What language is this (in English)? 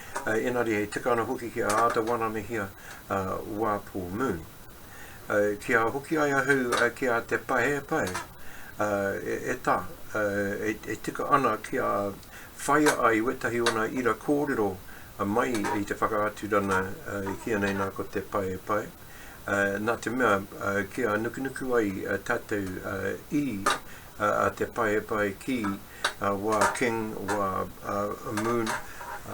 Māori